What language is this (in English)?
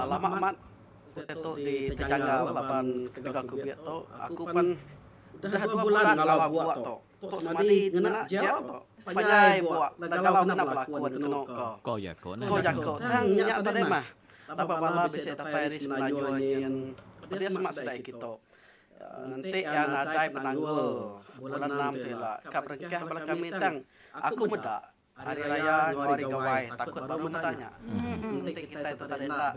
Iban